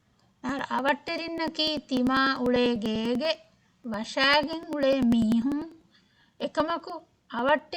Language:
Divehi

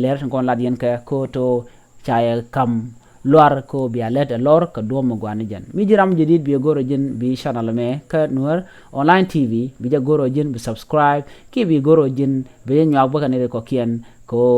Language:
Nuer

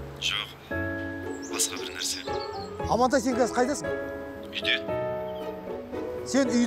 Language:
Kazakh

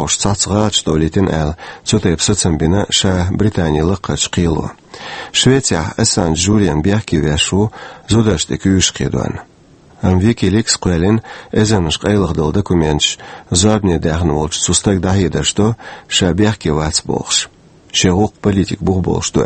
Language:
Chechen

